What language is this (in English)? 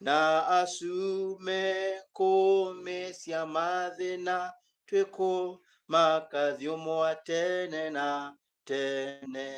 Kamba